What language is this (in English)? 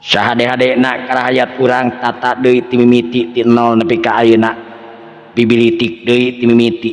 Sundanese